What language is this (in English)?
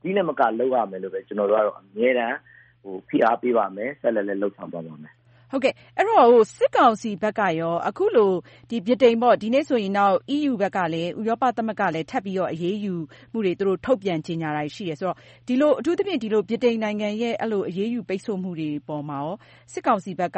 Burmese